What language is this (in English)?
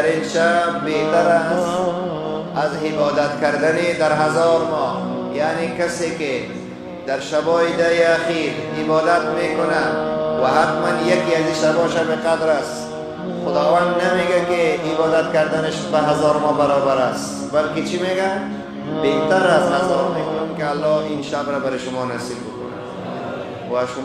Persian